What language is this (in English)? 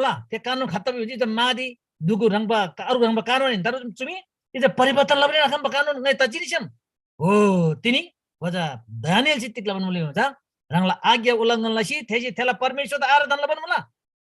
Eastern Tamang